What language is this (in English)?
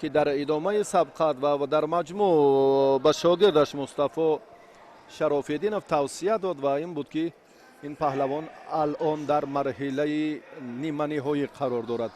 Tajik